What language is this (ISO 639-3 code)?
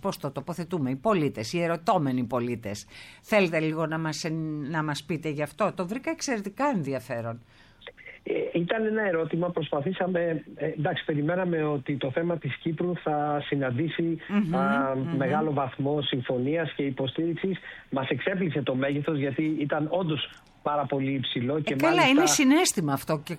ell